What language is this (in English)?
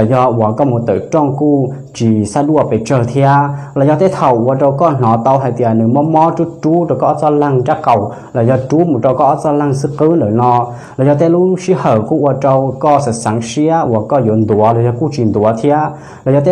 Hmong